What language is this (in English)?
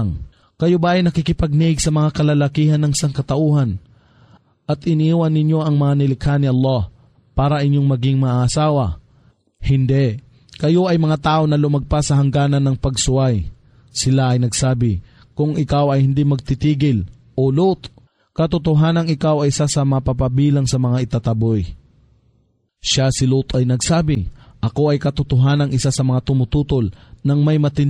Filipino